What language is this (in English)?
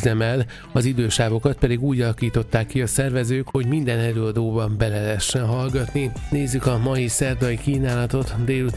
Hungarian